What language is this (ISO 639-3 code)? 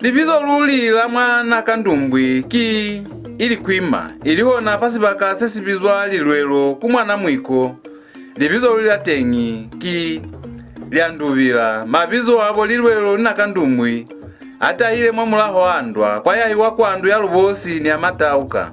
loz